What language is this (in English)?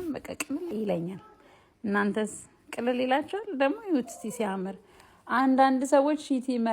Amharic